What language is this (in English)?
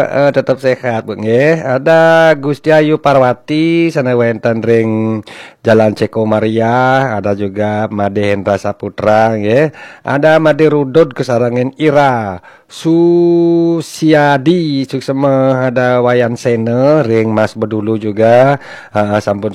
Balinese